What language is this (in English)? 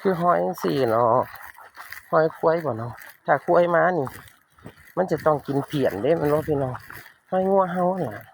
Northeastern Thai